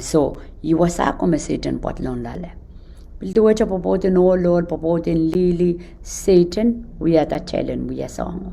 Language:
Pohnpeian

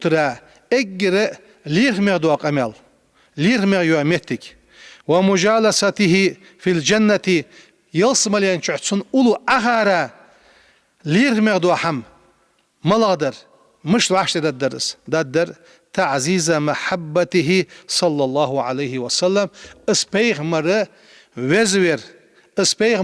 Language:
Ingush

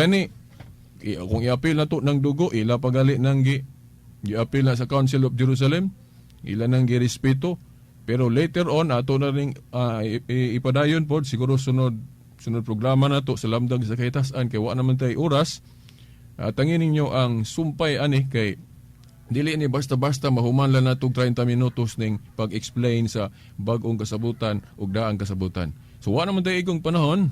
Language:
Cebuano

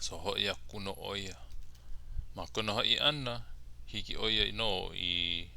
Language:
Hawaiian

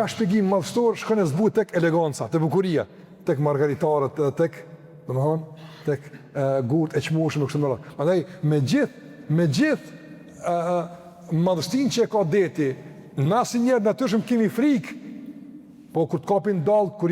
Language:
Albanian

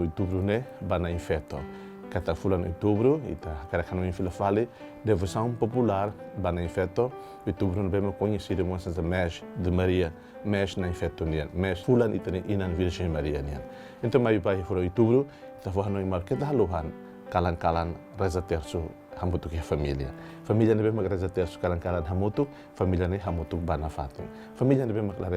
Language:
Tetum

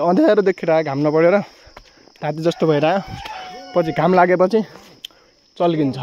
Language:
Nepali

